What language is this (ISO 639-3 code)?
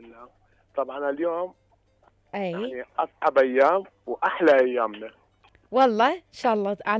acm